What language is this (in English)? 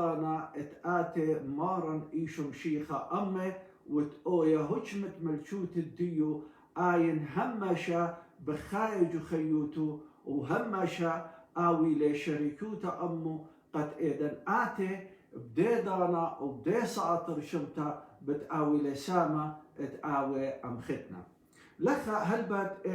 Assyrian Neo-Aramaic